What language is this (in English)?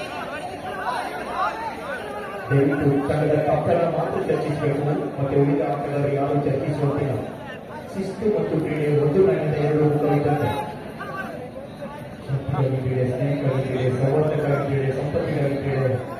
Kannada